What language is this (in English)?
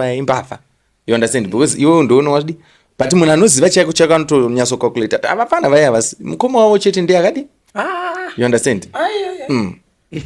Shona